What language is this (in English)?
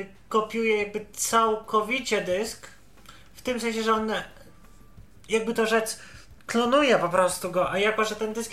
Polish